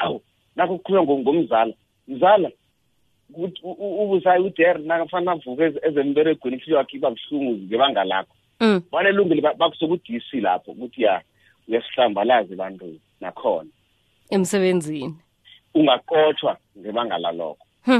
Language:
South Ndebele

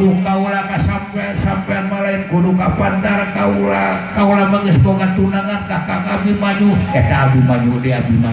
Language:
Sundanese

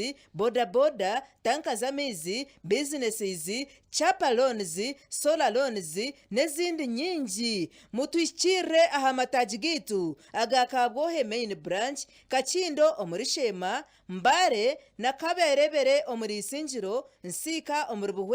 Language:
Nyankole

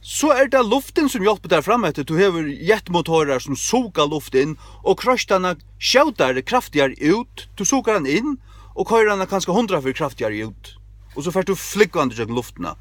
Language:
Faroese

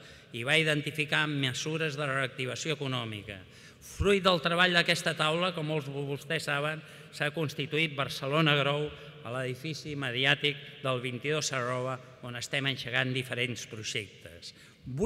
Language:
Catalan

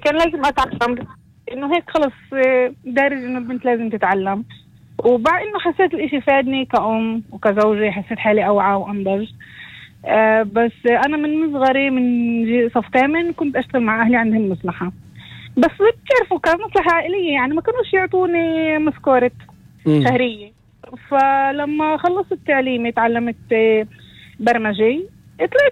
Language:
North Levantine Arabic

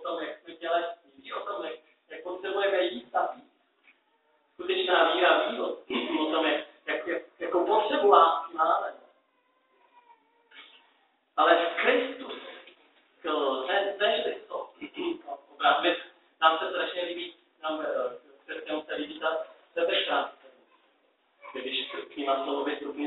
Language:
Czech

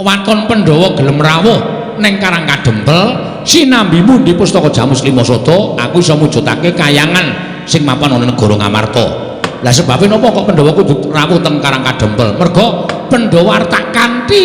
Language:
Javanese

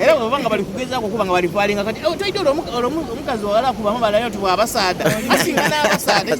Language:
Soga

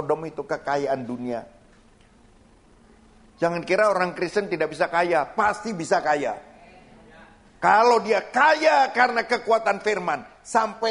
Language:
Indonesian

